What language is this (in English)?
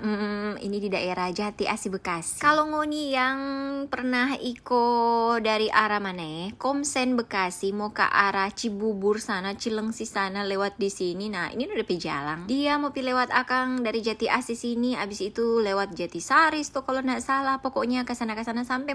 Manado Malay